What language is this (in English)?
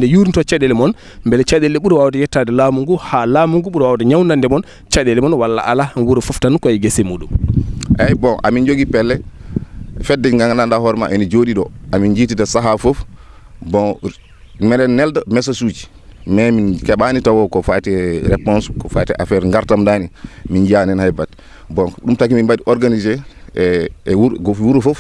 Fula